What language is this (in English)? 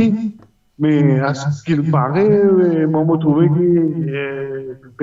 Morisyen